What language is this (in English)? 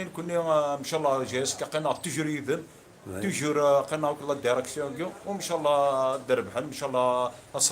Kabyle